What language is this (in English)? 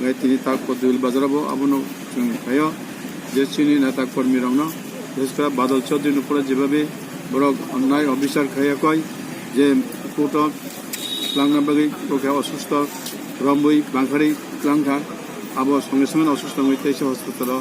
Kok Borok